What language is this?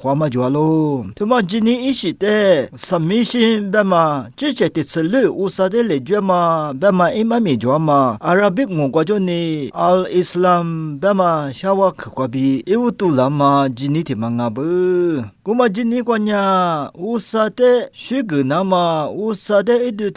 Lisu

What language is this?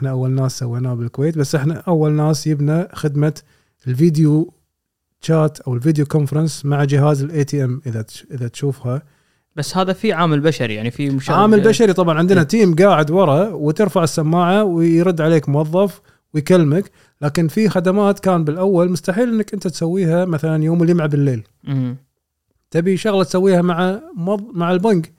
Gulf Arabic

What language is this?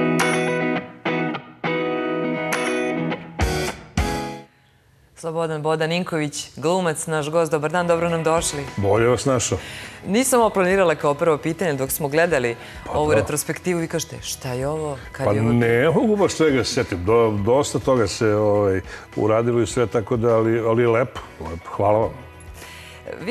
Serbian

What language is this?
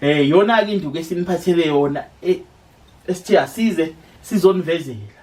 Zulu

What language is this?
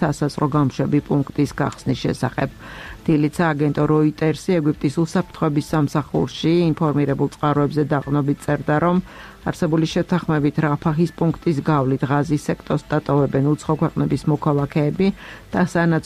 Georgian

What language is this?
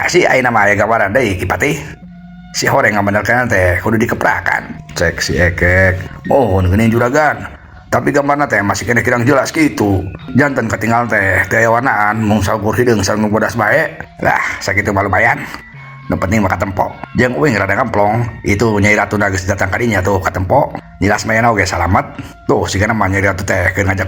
Sundanese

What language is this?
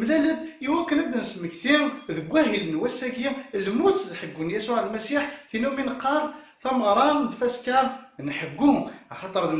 Kabyle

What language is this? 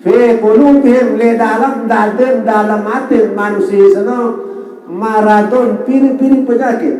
Sasak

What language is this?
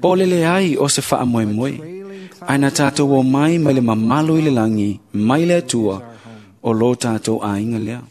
Samoan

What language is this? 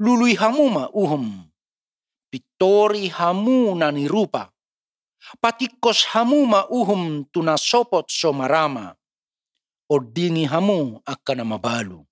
Batak Toba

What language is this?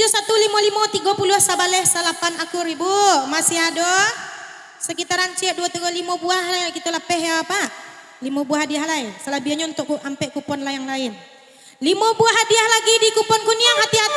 Minangkabau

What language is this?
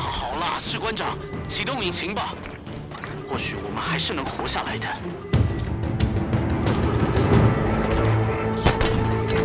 Chinese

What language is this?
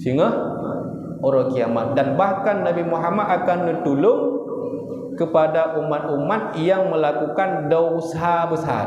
Achinese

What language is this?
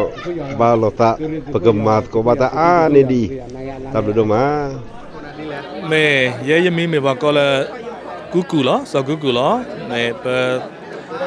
S'gaw Karen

